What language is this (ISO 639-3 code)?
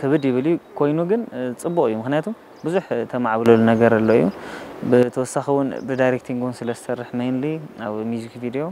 tir